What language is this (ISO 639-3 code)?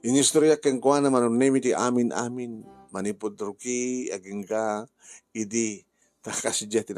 ilo